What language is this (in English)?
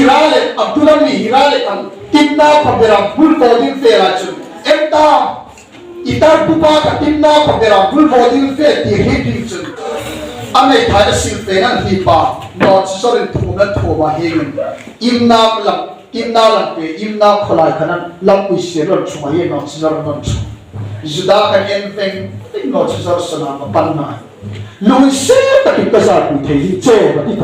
Hmar